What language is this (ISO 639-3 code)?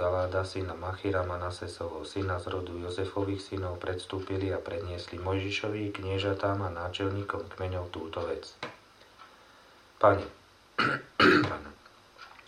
slk